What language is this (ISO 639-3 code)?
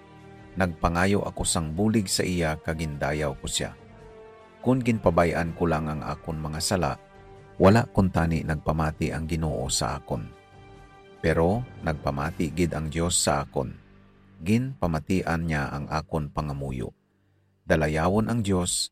hil